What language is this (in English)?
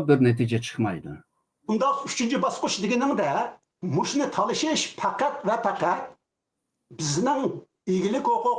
Uyghur